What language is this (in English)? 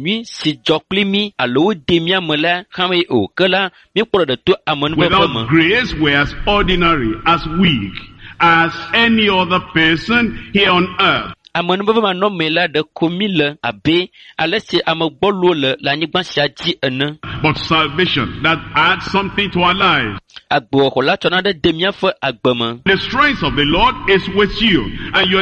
Ewe